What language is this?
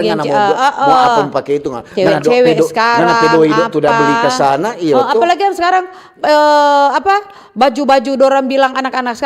Manado Malay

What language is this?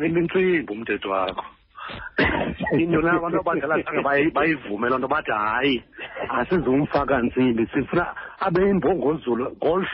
Xhosa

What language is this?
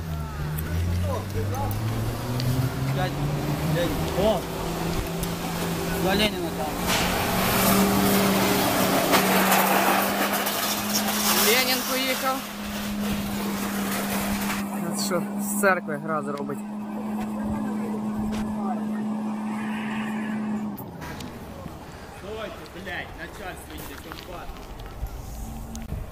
Ukrainian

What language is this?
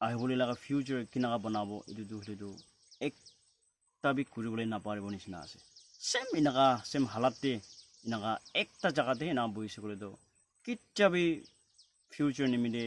Naga Pidgin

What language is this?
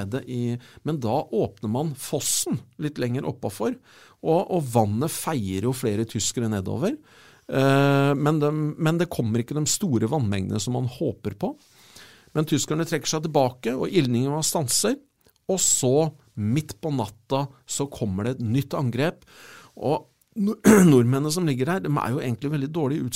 Norwegian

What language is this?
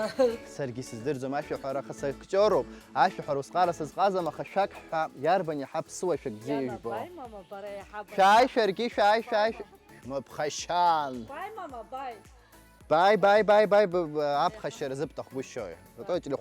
Abkhazian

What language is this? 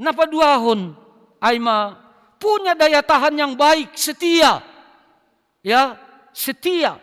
Batak Simalungun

